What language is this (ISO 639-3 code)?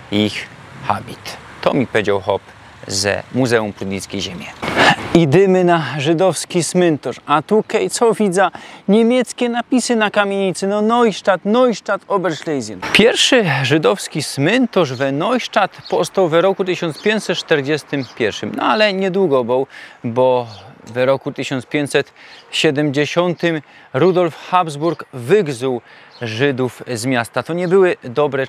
szl